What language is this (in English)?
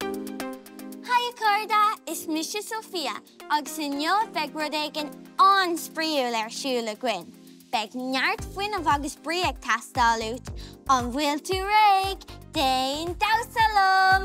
Irish